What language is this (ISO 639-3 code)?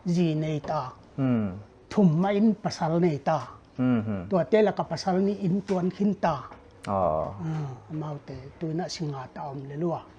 pck